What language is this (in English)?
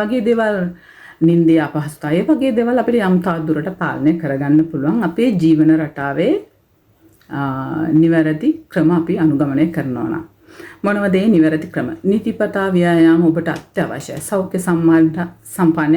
Sinhala